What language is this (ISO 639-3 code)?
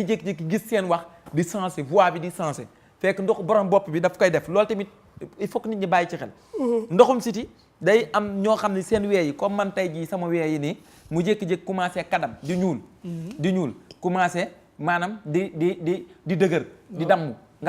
wol